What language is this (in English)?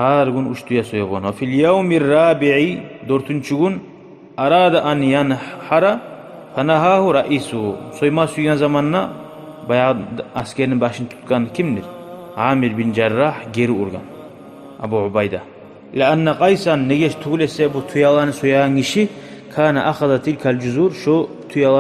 Kumyk